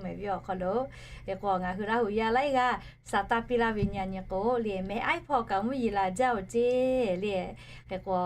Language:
Lahu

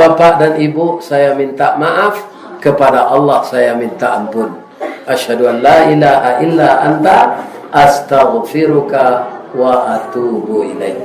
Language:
Minangkabau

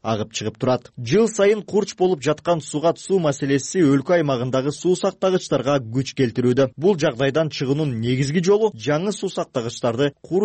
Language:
Kyrgyz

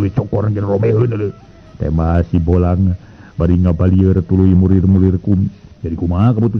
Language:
Sundanese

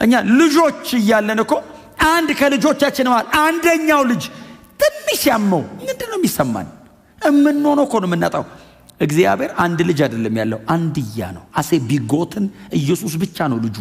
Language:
Amharic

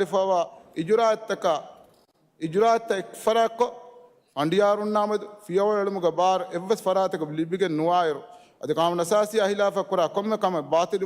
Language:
Divehi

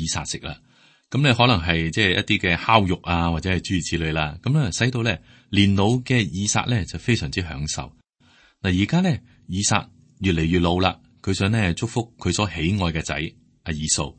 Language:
Cantonese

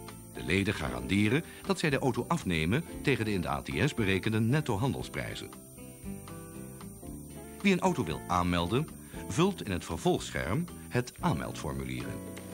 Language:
Dutch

